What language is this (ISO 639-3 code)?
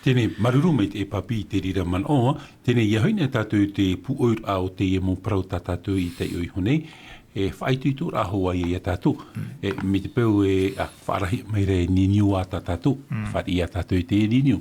tah